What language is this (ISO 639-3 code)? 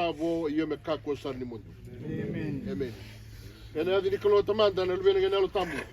fij